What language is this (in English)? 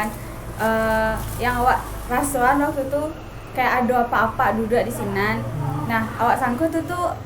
Minangkabau